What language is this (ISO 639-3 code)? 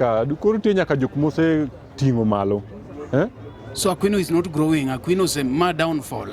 luo